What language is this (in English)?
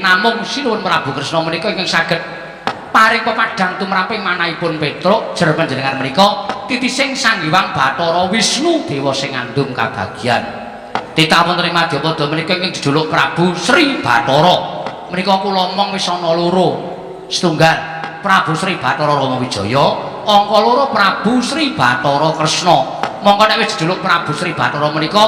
Javanese